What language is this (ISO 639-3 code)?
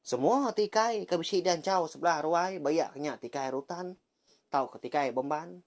iba